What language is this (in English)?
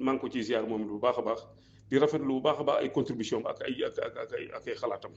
Wolof